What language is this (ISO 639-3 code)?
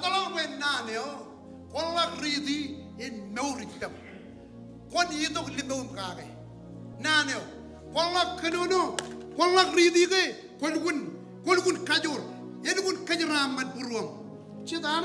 mah